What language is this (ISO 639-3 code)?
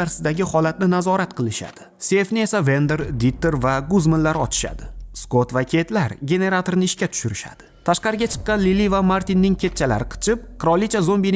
uzb